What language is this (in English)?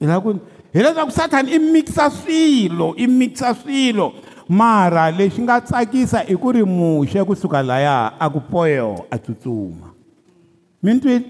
Tsonga